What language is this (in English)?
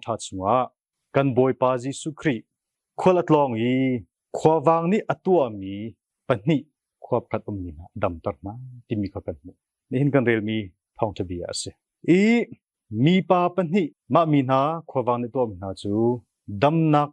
Hakha Chin